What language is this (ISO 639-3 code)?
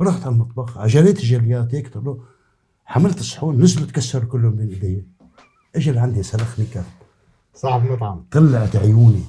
apc